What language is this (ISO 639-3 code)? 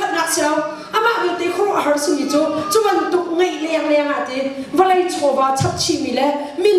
cnh